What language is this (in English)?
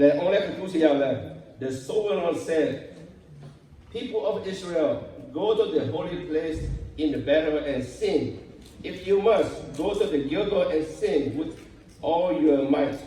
Lahu